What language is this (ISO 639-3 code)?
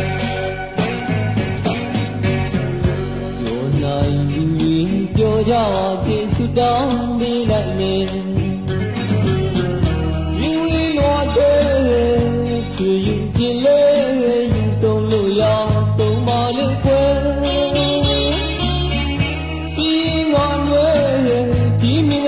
mya